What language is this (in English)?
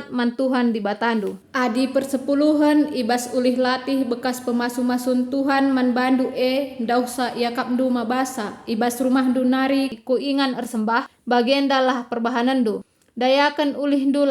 Batak Karo